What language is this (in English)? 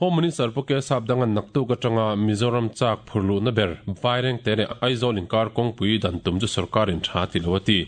Mizo